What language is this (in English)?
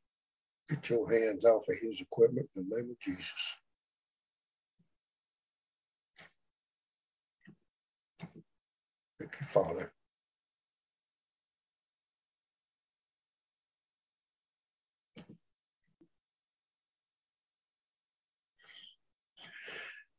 English